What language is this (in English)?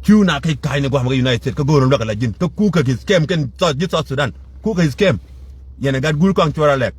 Nuer